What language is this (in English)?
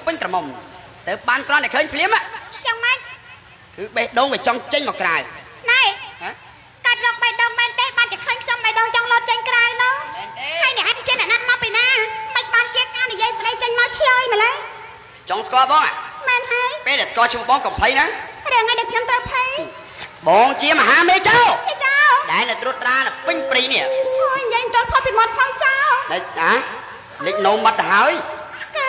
Khmer